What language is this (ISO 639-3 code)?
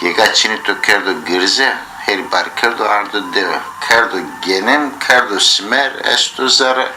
zza